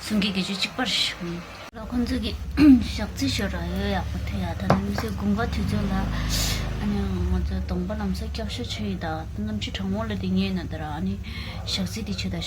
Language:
Tibetan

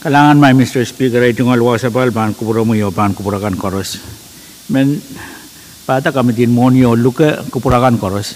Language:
Pohnpeian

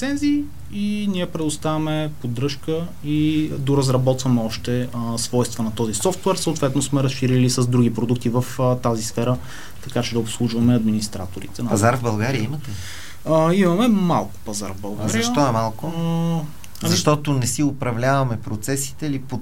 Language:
Bulgarian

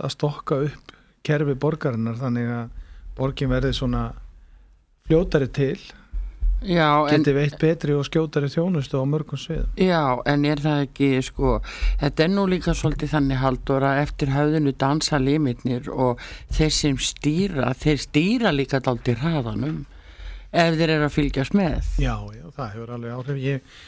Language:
Icelandic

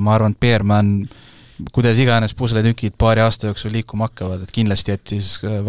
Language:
Estonian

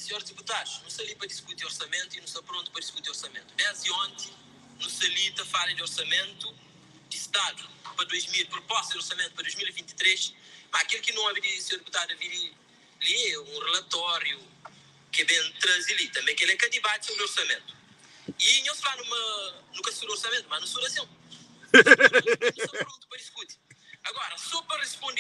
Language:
Kabuverdianu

